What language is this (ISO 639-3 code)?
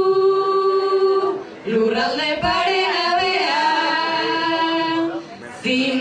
eus